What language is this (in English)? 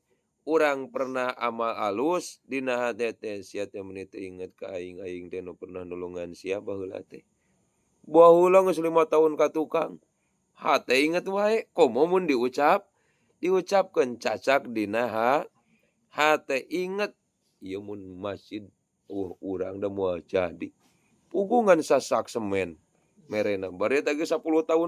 Sundanese